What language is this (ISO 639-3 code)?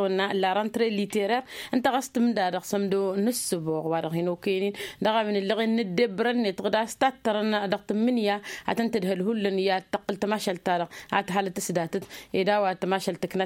taq